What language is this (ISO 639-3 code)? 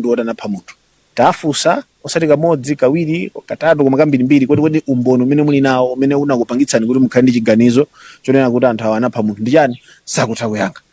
nya